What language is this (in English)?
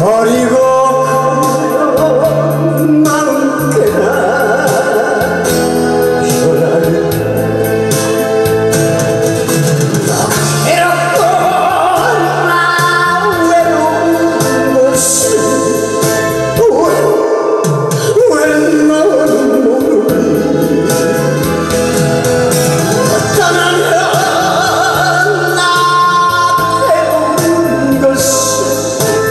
Korean